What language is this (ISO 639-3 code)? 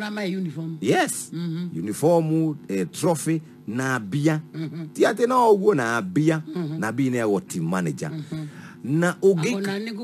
kik